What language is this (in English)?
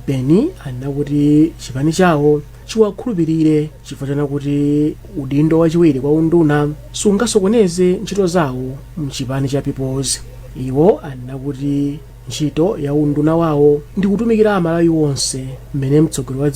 Nyanja